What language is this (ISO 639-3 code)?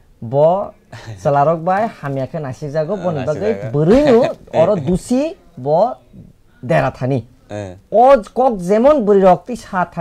trp